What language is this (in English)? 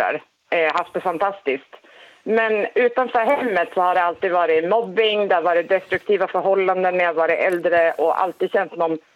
Swedish